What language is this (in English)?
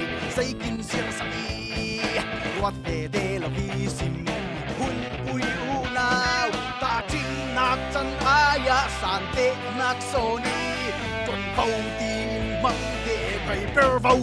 Falam Chin